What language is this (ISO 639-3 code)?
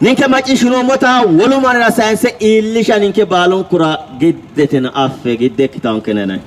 sid